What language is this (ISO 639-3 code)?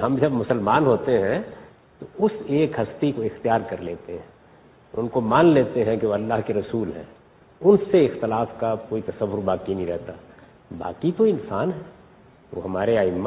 urd